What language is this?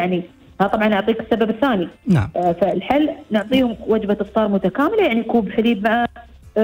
Arabic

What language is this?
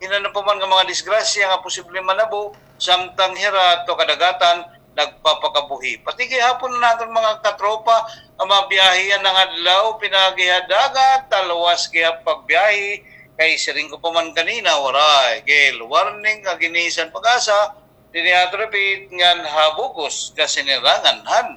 Waray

